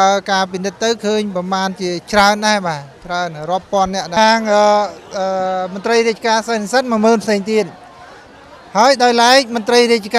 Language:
Khmer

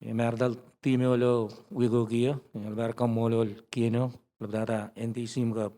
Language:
Marshallese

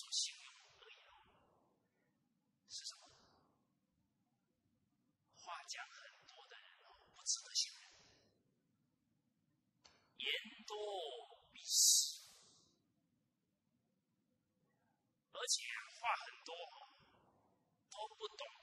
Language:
Chinese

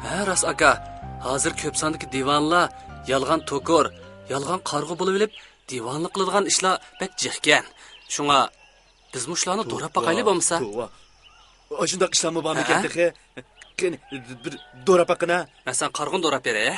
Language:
Uyghur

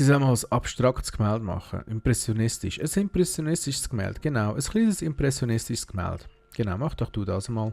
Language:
Swiss German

